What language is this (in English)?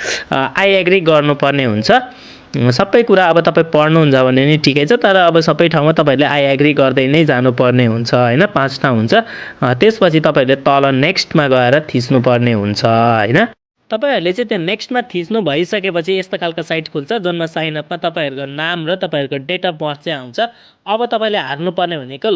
Nepali